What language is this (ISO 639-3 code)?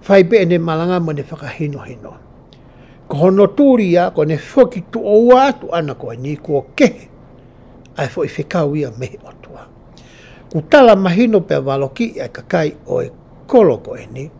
ton